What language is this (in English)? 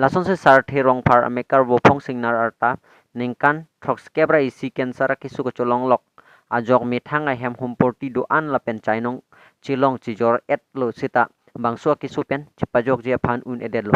Karbi